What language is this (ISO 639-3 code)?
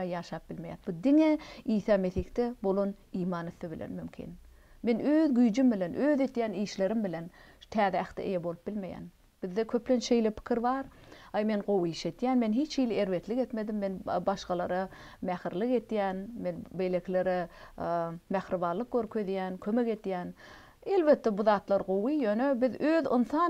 tuk